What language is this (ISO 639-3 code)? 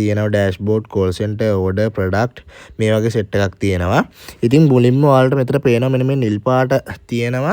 sin